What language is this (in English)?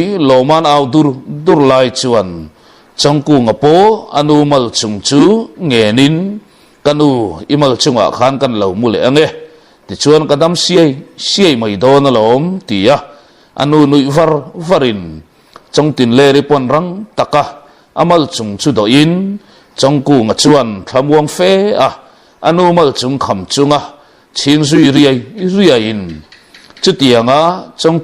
Mizo